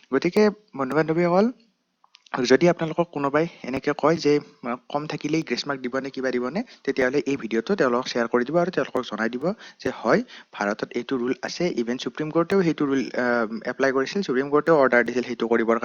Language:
Assamese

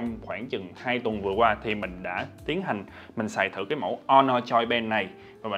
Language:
Vietnamese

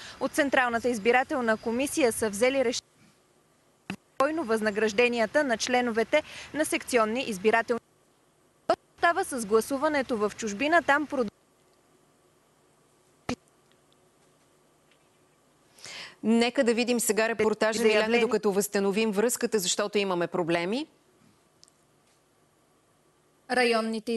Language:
Bulgarian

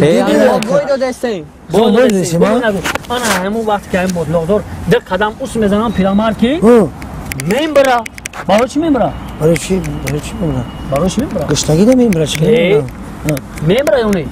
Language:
Tajik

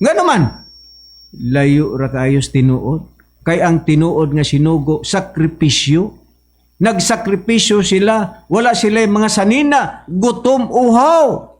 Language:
Cebuano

